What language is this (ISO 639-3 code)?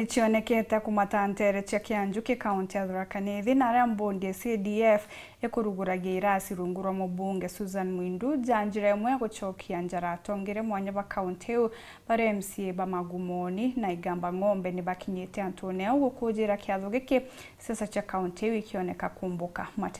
mer